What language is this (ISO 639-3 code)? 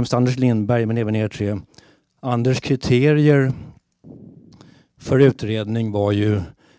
swe